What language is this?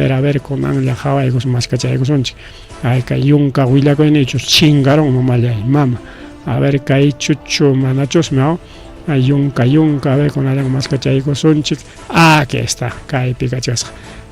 Ayacucho Quechua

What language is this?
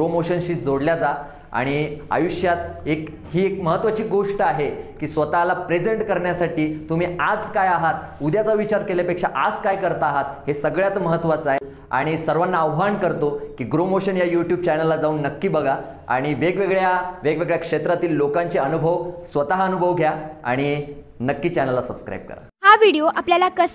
Marathi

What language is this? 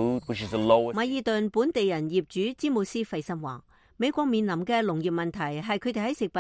Cantonese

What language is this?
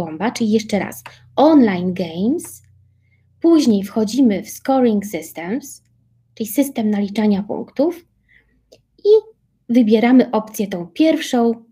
Polish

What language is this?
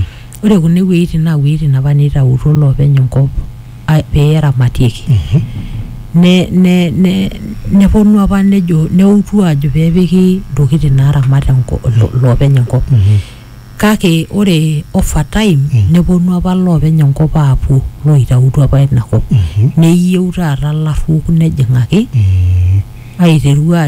Masai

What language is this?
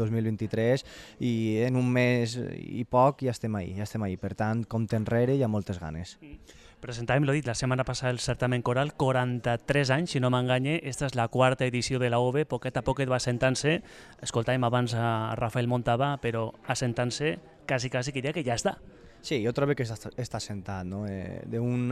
Catalan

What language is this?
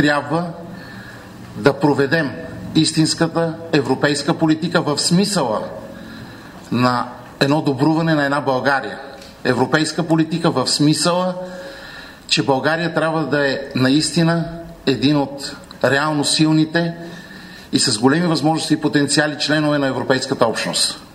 Bulgarian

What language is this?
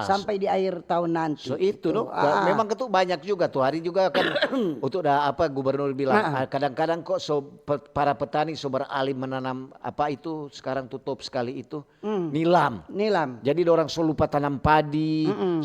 Manado Malay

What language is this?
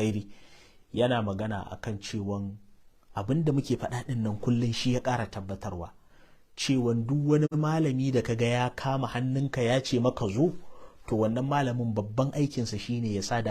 Hausa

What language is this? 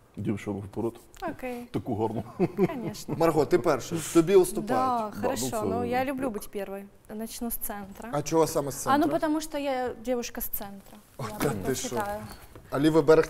Ukrainian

